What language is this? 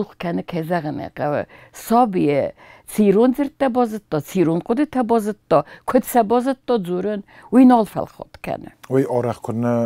Ossetic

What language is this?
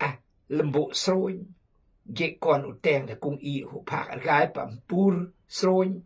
Khmu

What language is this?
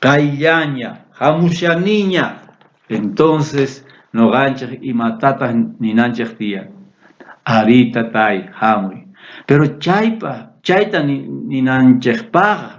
South Bolivian Quechua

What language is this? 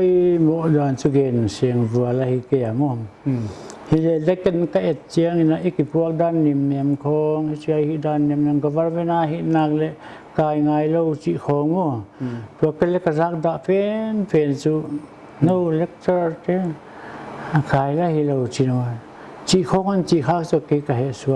Paite Chin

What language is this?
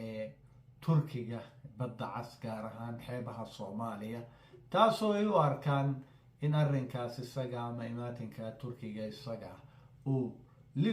Somali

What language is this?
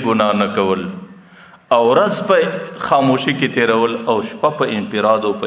Pashto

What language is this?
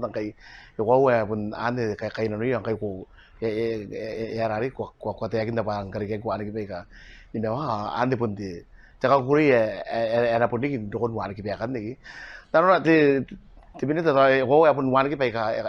Gilbertese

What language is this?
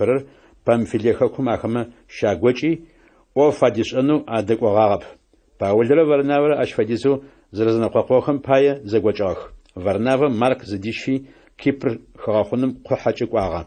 Adyghe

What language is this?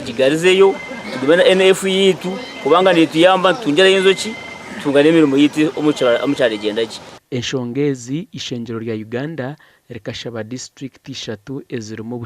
Nyankole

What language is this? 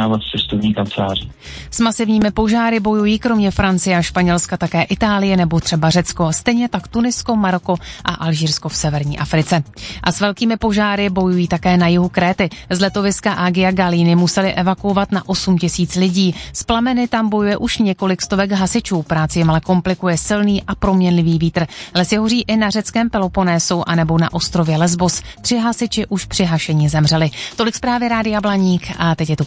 Czech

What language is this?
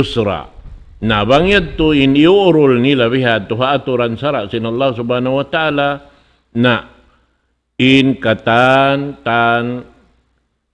Tausug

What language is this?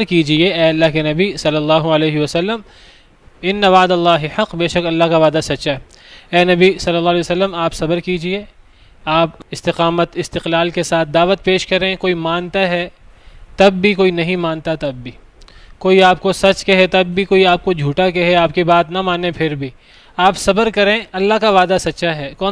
Urdu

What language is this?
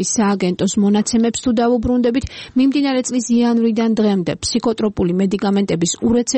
Georgian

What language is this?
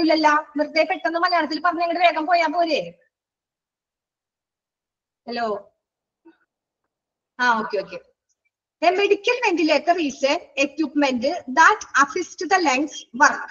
Malayalam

